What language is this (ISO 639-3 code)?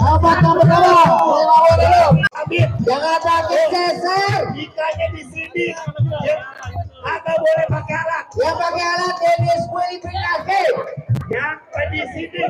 bew